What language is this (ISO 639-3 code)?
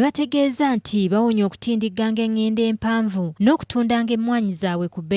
lug